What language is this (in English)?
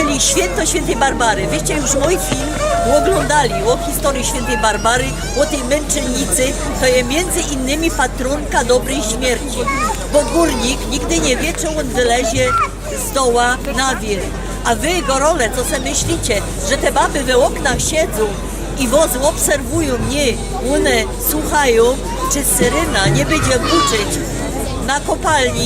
Silesian